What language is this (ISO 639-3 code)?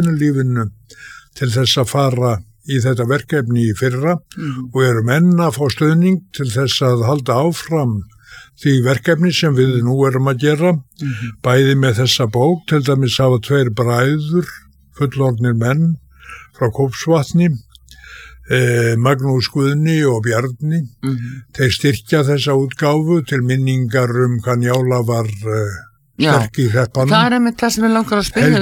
isl